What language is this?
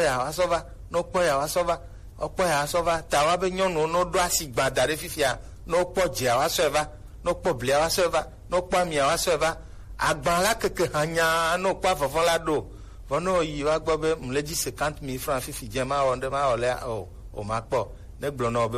Gen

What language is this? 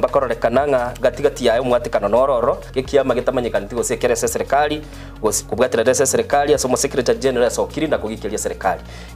Gusii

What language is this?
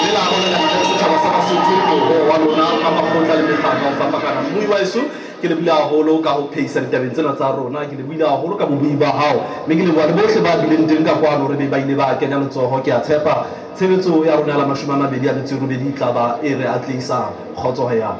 Southern Sotho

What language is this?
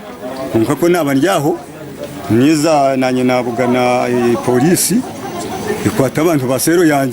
Nyankole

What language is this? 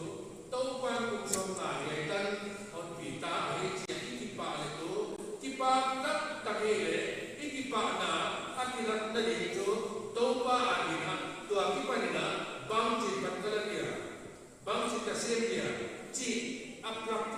Paite Chin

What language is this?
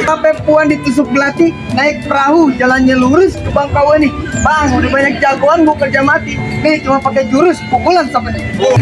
Betawi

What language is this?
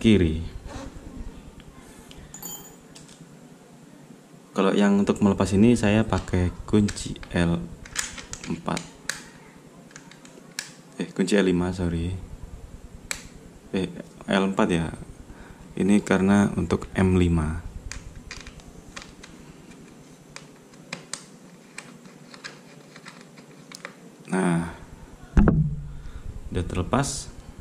Indonesian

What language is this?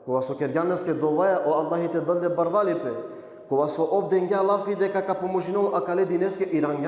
Balkan Romani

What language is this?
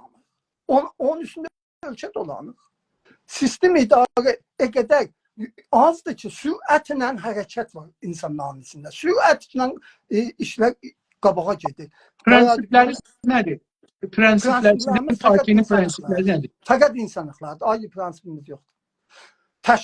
South Azerbaijani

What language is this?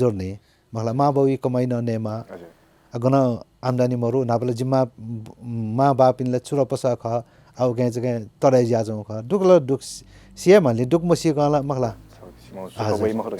Newari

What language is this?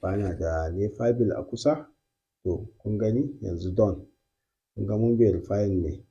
Hausa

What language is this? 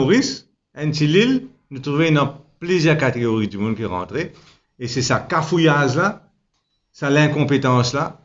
Morisyen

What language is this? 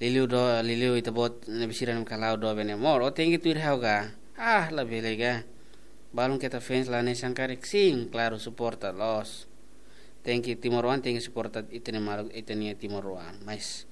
Tetum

